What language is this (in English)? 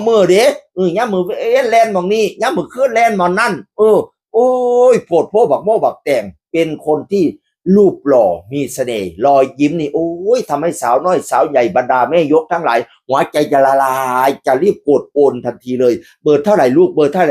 Northeastern Thai